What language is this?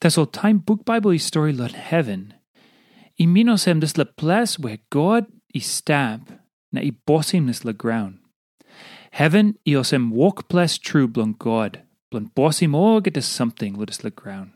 Tok Pisin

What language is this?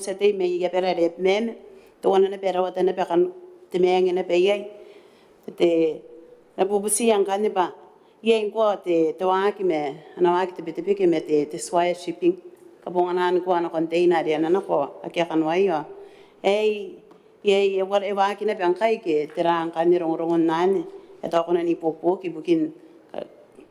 Gilbertese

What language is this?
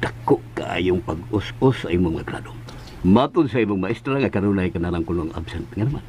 Cebuano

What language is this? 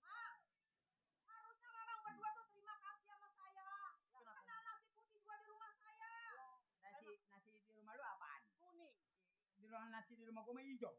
Betawi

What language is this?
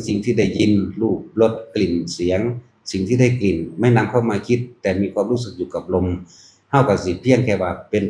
Northeastern Thai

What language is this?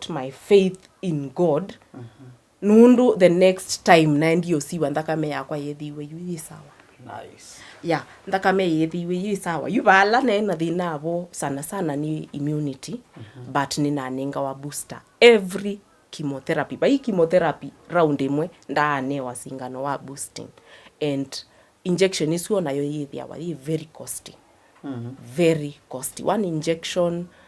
Kamba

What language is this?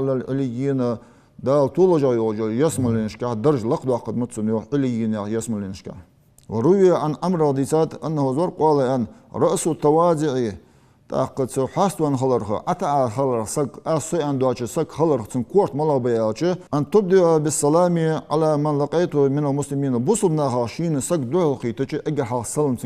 Ingush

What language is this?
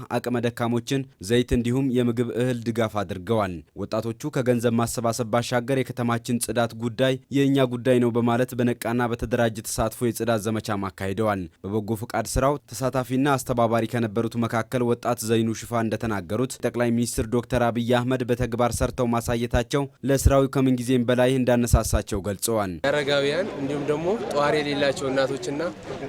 Amharic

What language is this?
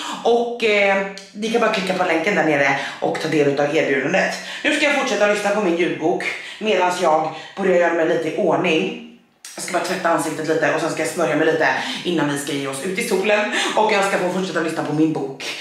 Swedish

